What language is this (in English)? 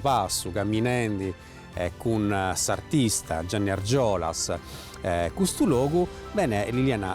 Sardinian